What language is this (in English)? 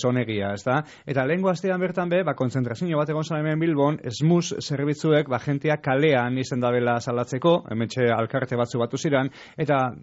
Basque